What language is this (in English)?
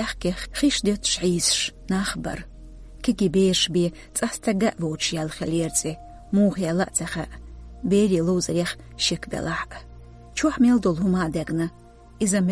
Chechen